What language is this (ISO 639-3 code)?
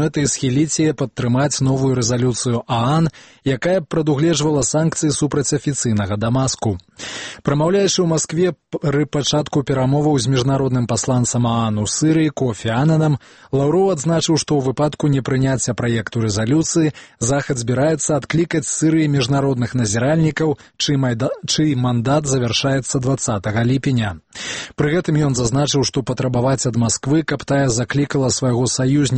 bel